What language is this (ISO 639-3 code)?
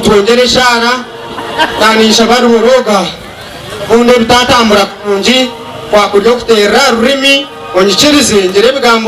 nyn